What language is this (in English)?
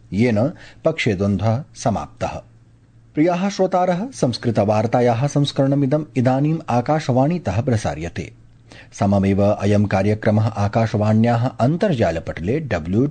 Sanskrit